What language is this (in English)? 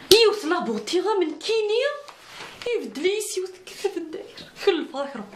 Kabyle